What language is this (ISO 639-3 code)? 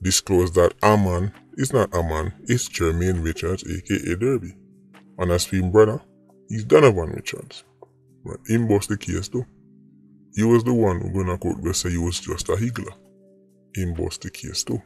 jam